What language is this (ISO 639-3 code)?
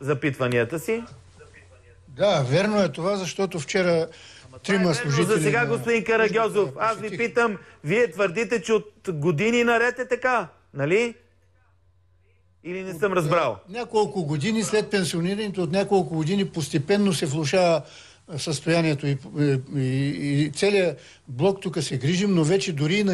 bul